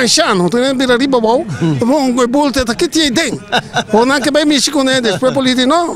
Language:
Papiamento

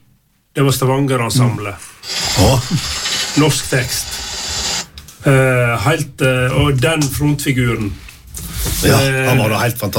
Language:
Norwegian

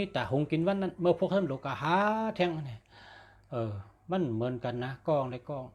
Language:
Shan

